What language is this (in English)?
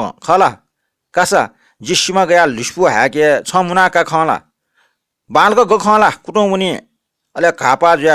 Newari